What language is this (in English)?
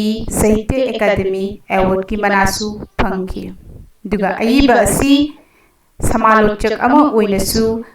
Manipuri